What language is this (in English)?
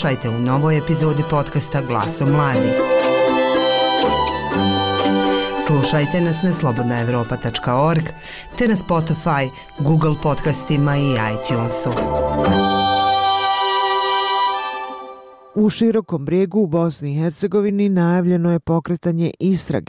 Bosnian